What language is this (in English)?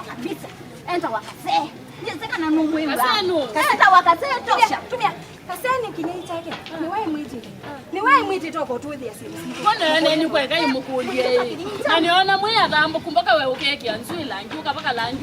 Kamba